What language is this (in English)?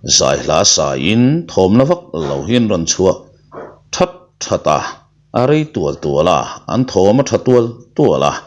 Mizo